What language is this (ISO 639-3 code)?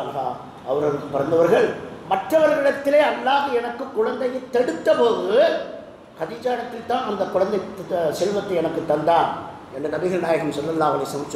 tam